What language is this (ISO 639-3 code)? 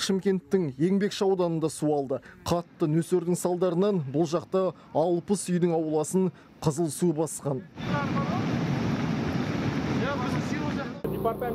kaz